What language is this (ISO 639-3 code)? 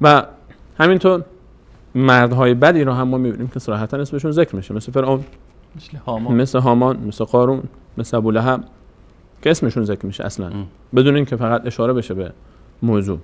fas